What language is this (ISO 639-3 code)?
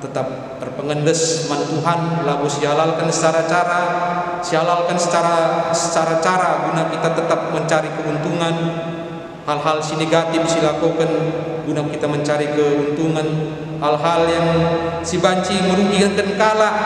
btx